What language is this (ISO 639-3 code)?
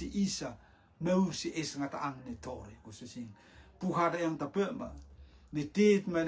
rtm